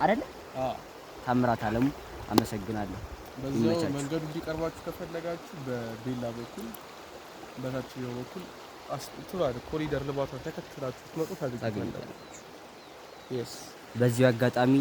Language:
Amharic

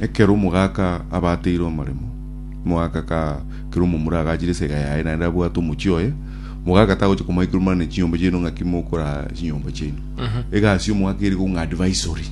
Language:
Gusii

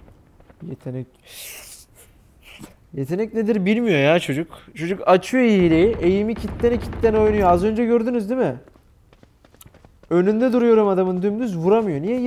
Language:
Turkish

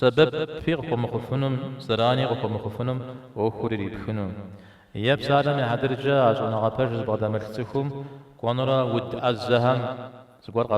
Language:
Kabardian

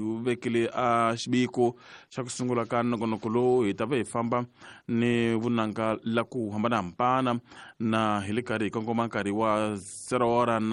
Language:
Tsonga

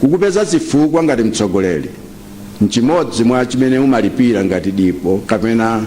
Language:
Nyanja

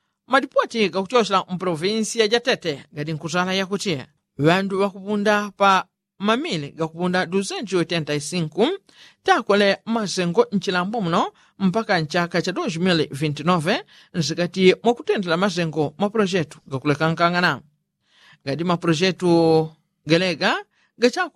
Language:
Yao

